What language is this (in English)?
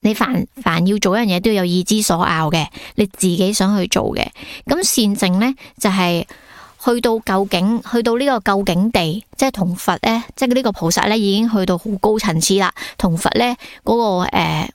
Cantonese